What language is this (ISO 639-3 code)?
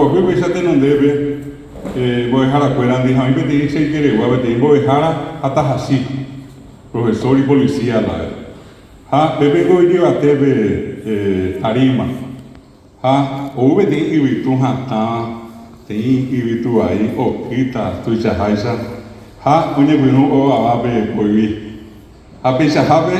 grn